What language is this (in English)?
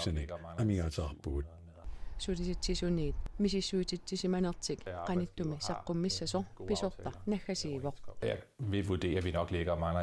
Kalaallisut